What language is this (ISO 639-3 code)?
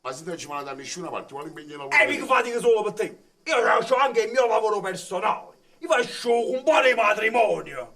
nap